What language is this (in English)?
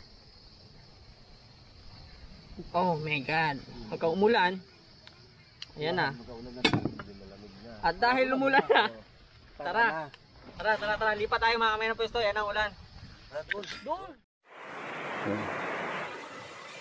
Filipino